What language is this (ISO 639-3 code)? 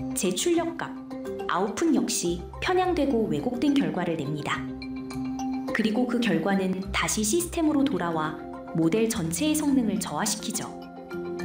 kor